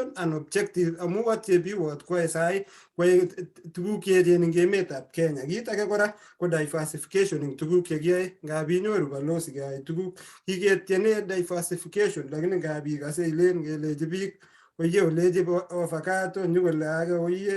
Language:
Kalenjin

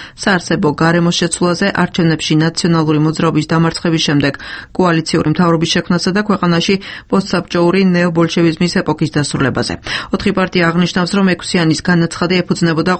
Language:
Georgian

